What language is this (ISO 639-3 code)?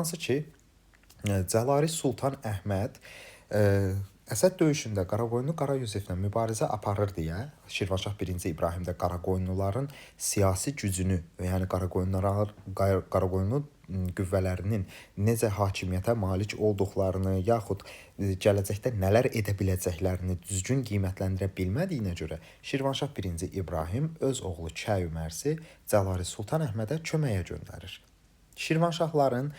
aze